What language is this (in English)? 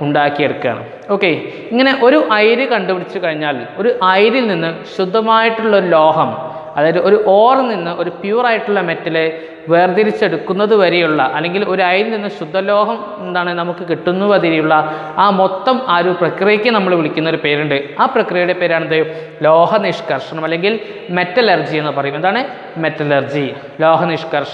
Malayalam